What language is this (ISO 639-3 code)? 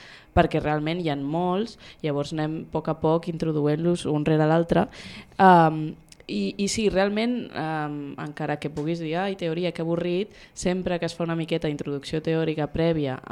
cat